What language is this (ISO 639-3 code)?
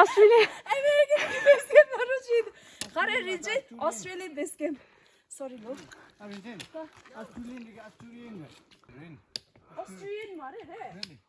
bod